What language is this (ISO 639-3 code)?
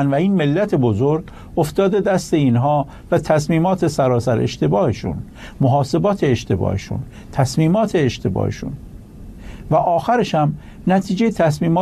fas